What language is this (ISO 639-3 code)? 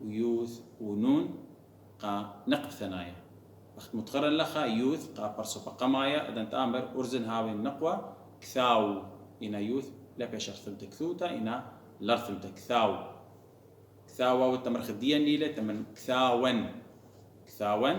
aii